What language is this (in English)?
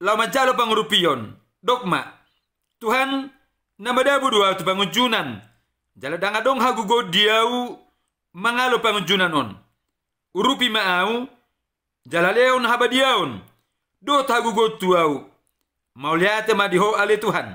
Batak Toba